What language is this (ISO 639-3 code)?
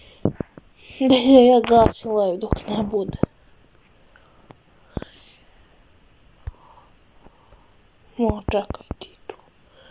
hrv